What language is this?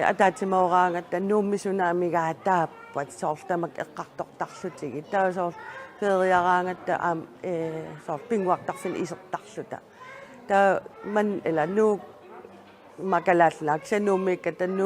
Kalaallisut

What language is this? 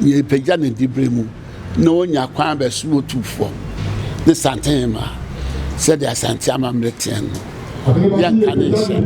Akan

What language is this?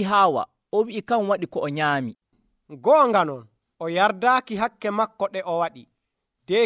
Nigerian Fulfulde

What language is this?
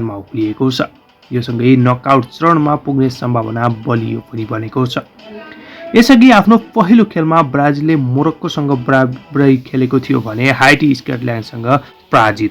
Nepali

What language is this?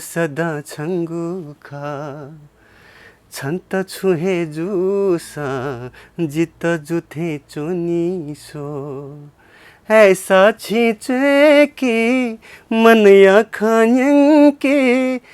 Newari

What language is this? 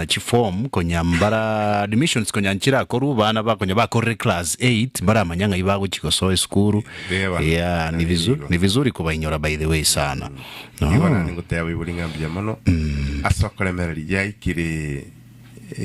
Gusii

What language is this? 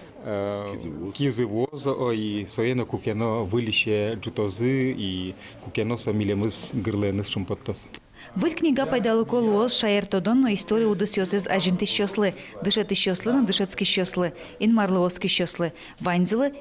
Udmurt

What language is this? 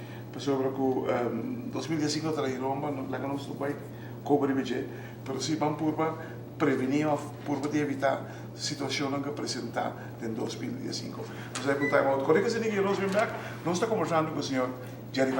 Papiamento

